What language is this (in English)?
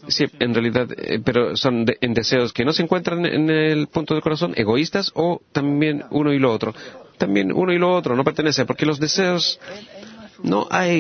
Spanish